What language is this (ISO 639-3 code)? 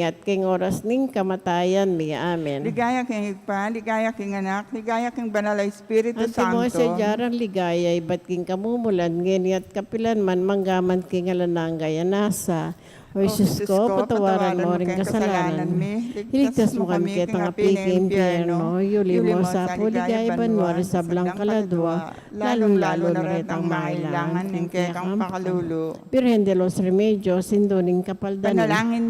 pam